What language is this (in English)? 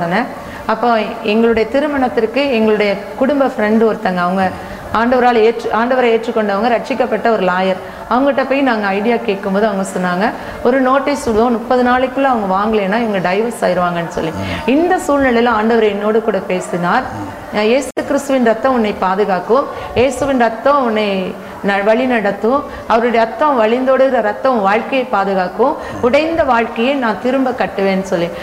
Tamil